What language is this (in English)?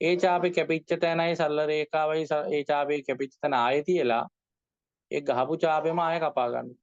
Sinhala